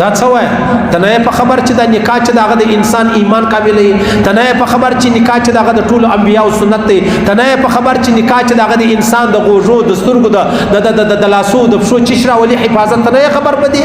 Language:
Pashto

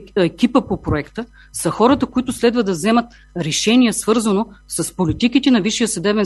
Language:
Bulgarian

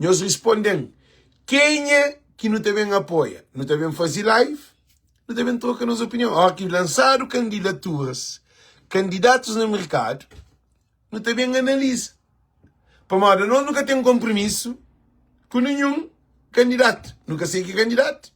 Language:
Kabuverdianu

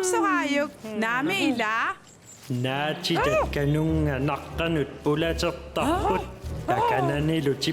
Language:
Kalaallisut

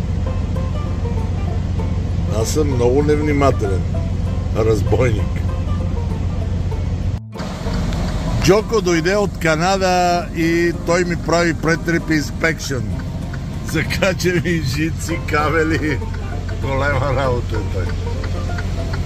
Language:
Bulgarian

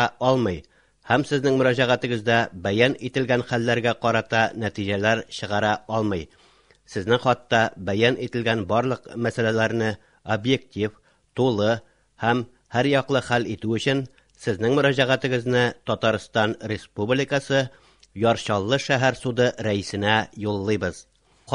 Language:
Tatar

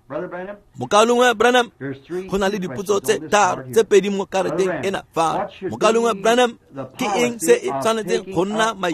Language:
Tswana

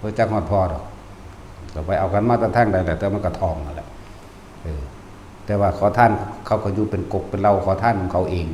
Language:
Northeastern Thai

